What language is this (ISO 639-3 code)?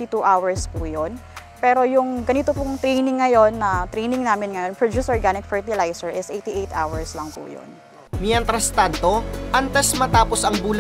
bik